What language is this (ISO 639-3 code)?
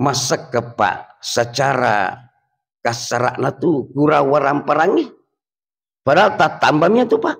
bug